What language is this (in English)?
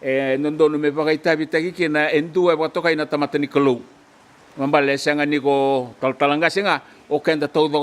Fijian